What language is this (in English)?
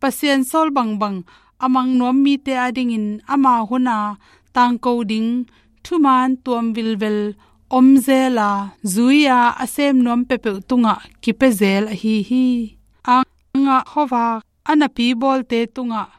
Tedim Chin